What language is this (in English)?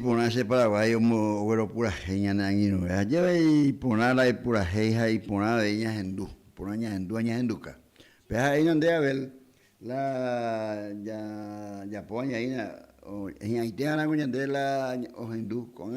Guarani